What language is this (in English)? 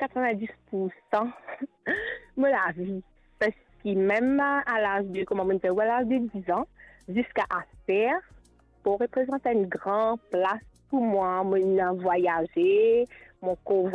Morisyen